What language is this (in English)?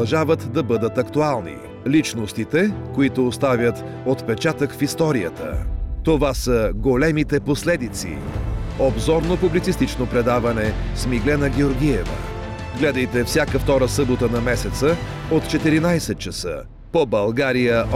Bulgarian